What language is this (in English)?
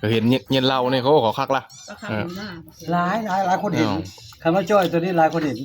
Northeastern Thai